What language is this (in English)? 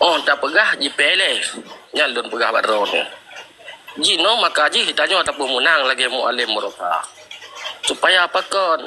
Achinese